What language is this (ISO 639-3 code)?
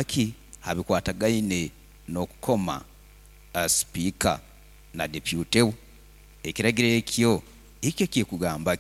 nyo